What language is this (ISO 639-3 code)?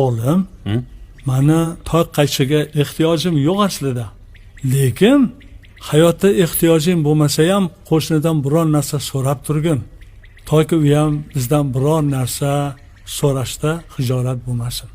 uzb